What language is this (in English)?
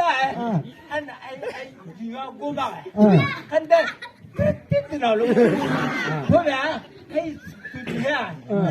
Chang Naga